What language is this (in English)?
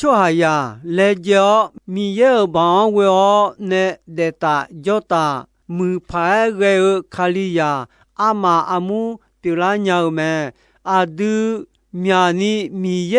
Akha